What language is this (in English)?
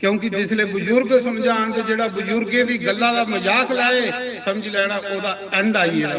Dogri